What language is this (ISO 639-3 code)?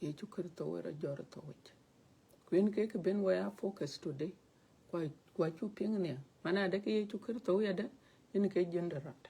din